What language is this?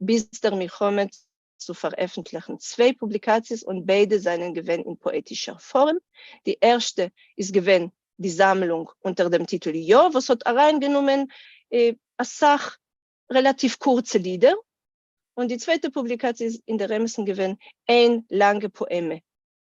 Yiddish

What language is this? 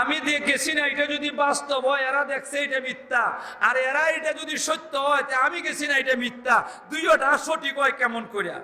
Sylheti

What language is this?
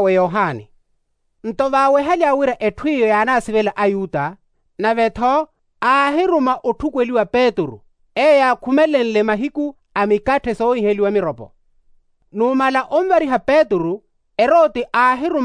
Makhuwa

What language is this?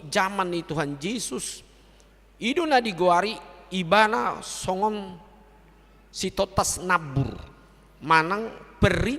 Batak Toba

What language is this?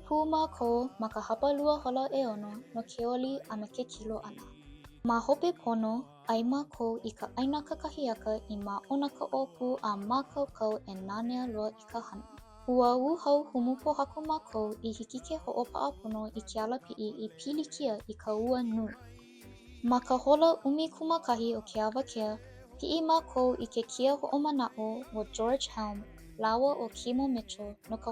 Hawaiian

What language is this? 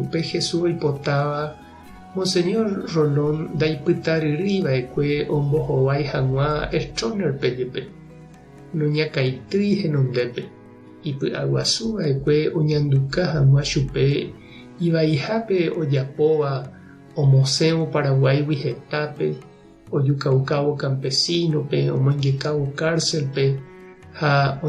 Guarani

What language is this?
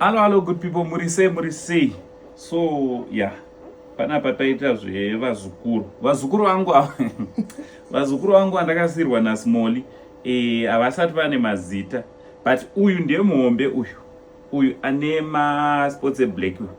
Shona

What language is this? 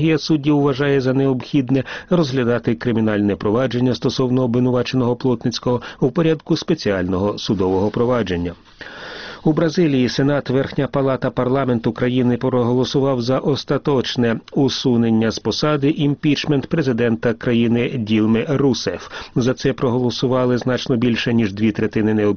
Ukrainian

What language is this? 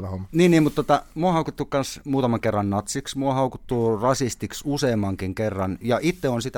Finnish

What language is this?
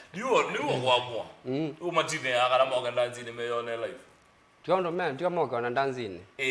Kamba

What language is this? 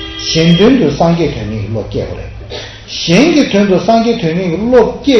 Tibetan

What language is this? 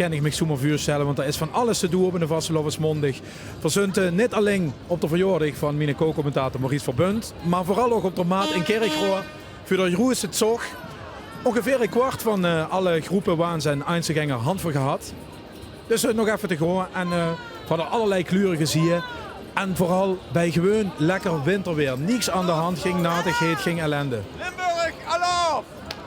Limburgish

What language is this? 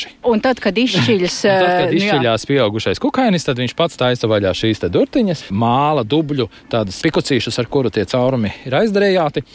Latvian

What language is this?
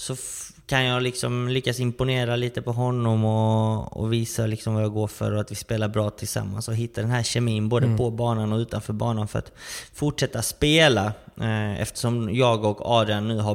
Swedish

